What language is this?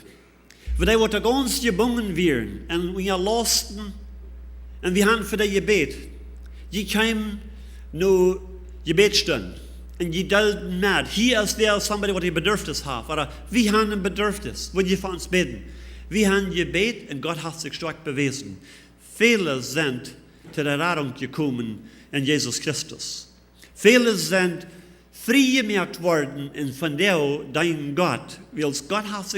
Plautdietsch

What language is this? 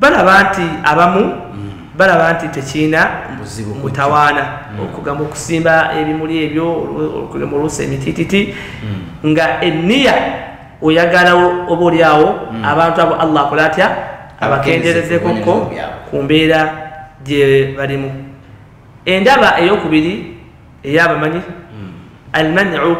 Ganda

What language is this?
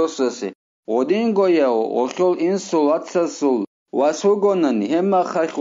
Avaric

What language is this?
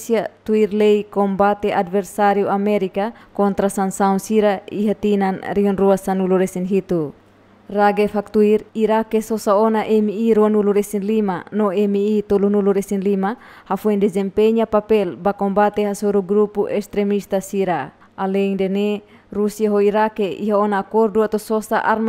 Tetum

